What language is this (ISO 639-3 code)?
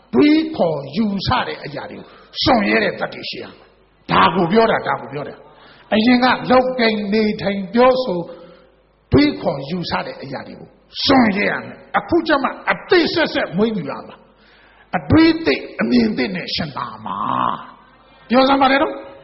mya